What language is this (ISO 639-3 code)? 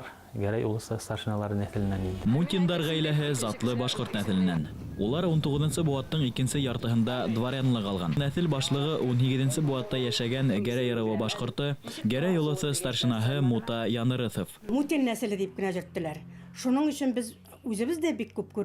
bak